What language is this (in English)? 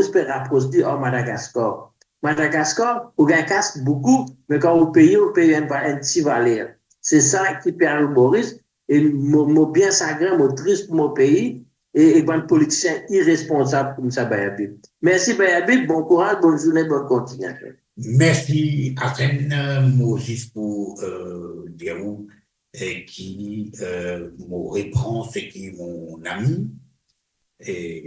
Morisyen